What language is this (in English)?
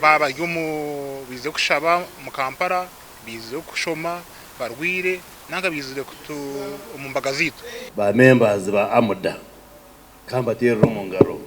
Nyankole